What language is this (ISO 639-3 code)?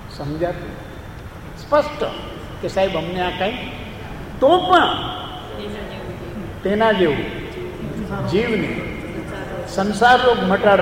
guj